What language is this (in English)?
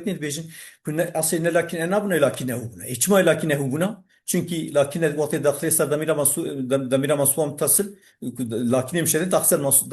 Kurdish